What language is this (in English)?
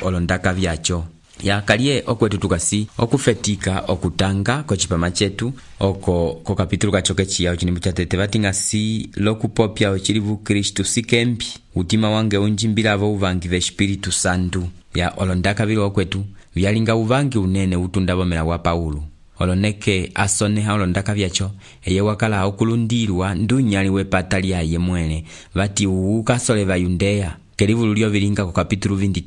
Umbundu